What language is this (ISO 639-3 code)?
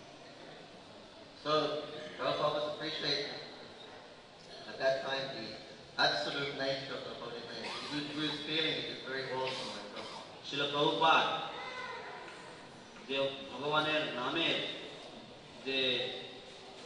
ben